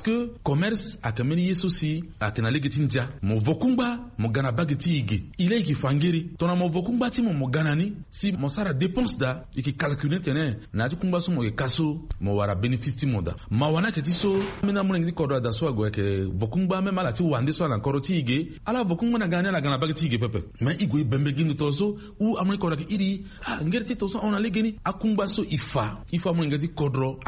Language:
Sango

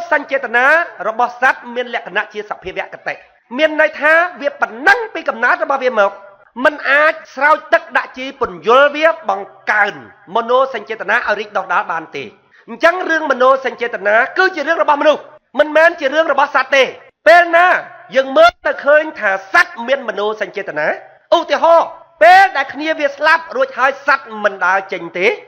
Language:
Khmer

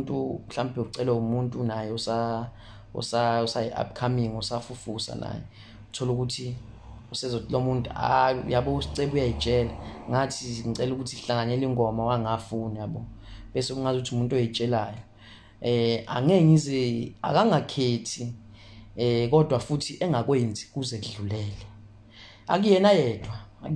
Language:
Zulu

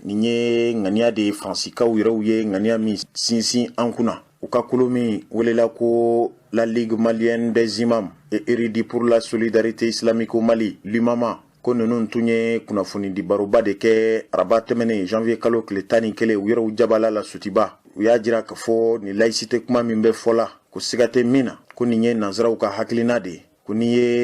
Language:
Bambara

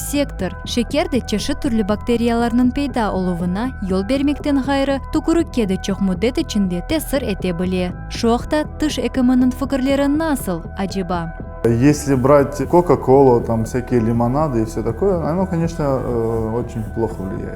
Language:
Crimean Tatar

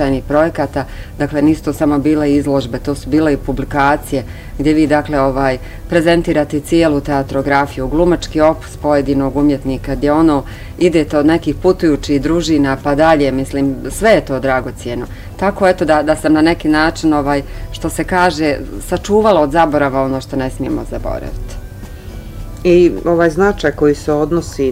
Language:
Bosnian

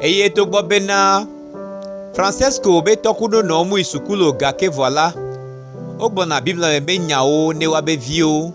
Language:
Gen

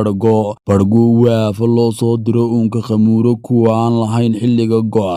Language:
Somali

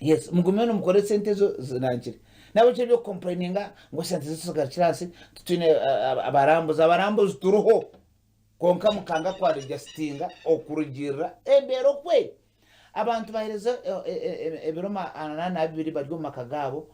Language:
Nyankole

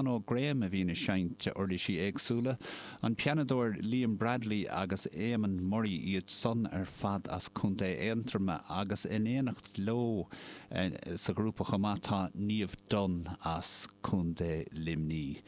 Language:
Irish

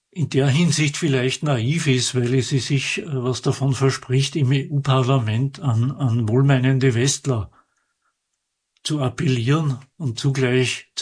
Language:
German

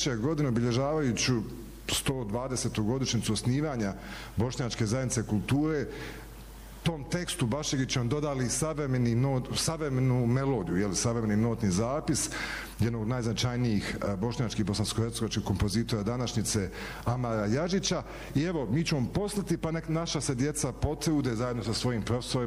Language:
Bosnian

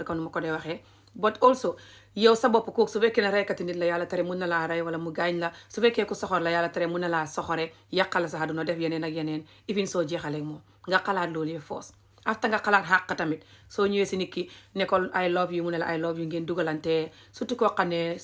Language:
Wolof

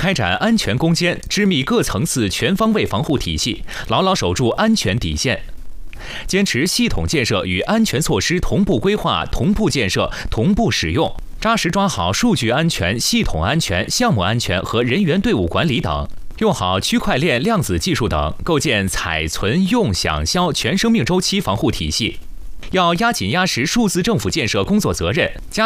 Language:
Chinese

